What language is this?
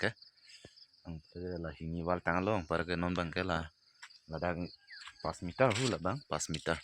Karbi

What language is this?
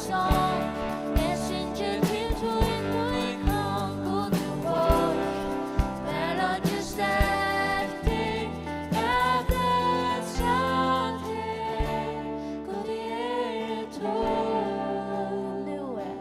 Faroese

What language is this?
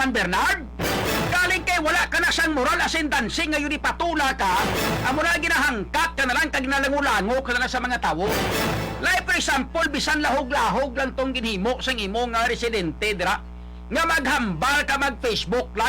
Hiligaynon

